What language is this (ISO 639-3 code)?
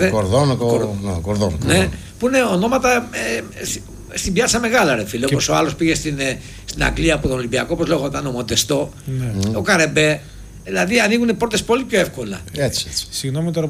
ell